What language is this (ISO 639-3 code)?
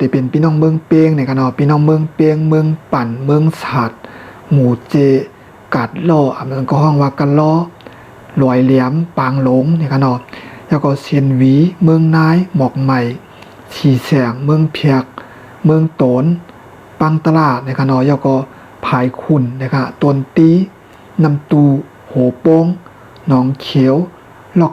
shn